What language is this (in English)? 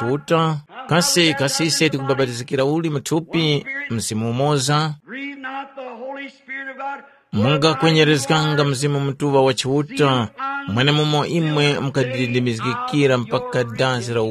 Tumbuka